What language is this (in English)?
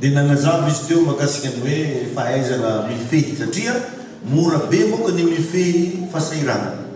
Malagasy